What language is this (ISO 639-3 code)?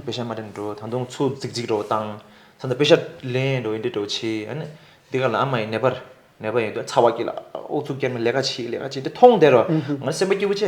bod